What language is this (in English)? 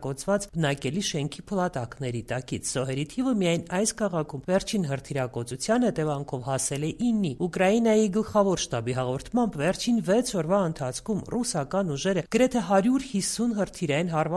Armenian